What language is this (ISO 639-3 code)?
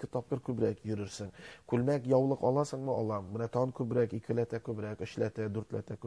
tat